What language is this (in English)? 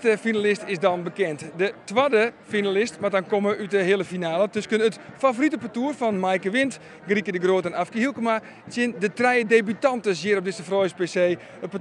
Western Frisian